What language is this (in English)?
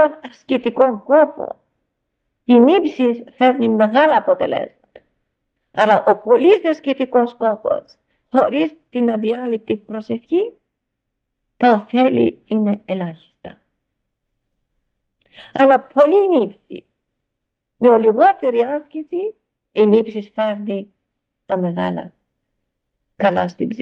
Greek